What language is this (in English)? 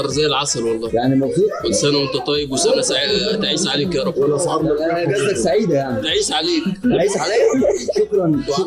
Egyptian Arabic